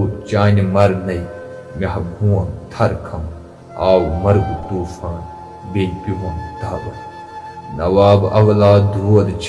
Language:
Kashmiri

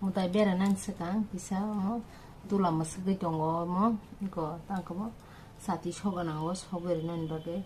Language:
Kok Borok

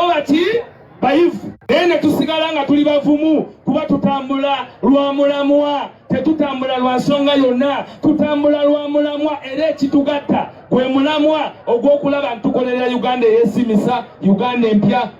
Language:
Ganda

